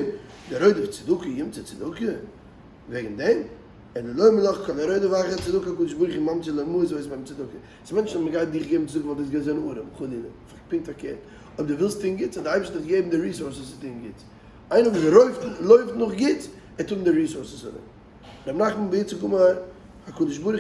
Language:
Yiddish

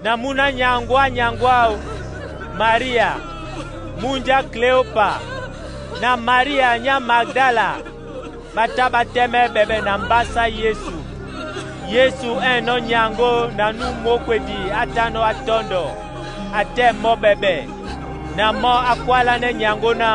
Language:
Duala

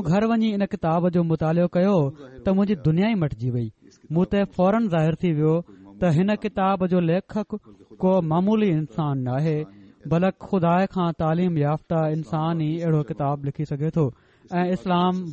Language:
Sindhi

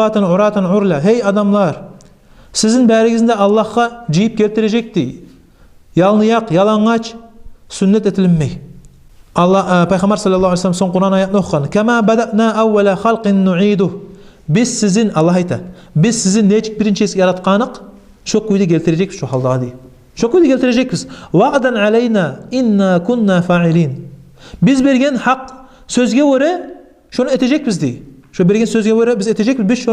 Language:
Kumyk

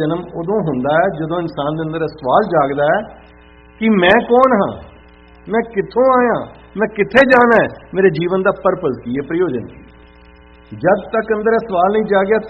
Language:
Punjabi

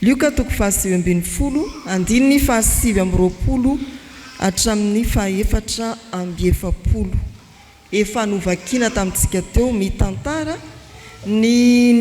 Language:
Malagasy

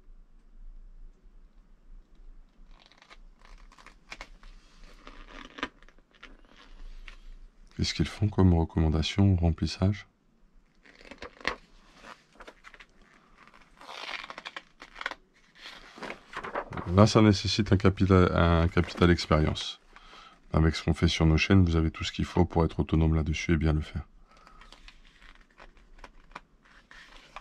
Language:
French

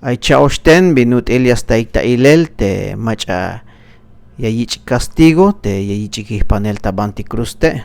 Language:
Tzeltal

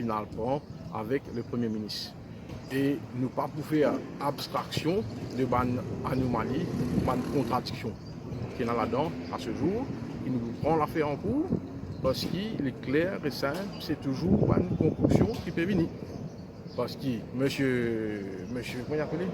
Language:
Morisyen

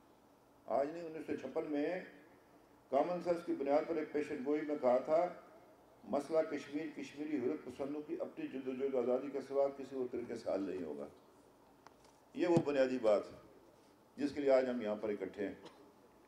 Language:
Urdu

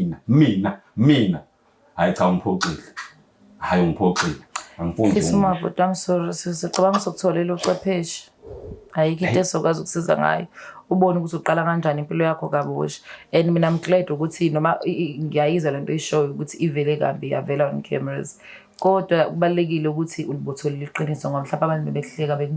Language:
Zulu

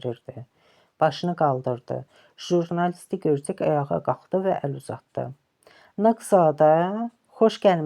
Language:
Azerbaijani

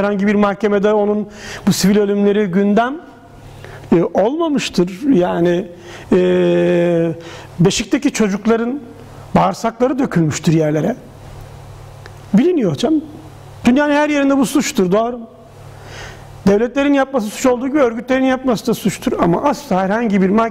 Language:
Turkish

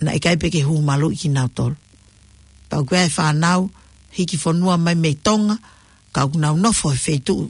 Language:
Tongan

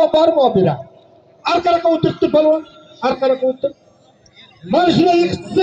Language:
Uzbek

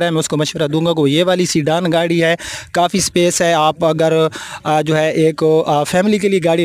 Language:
Hindi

